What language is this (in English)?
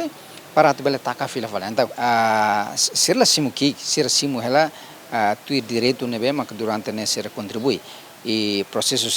Tetum